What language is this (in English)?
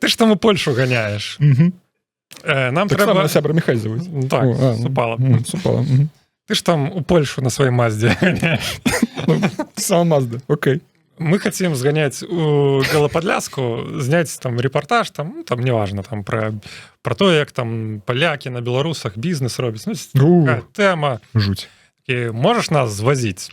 Belarusian